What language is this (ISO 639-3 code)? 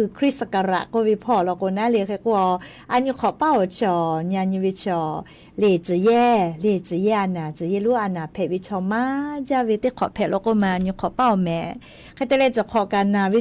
lhu